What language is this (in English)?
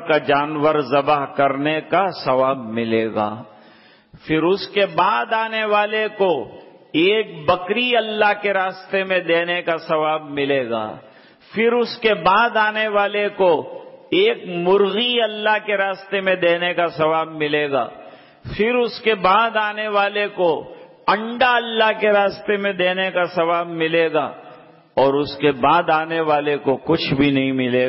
Urdu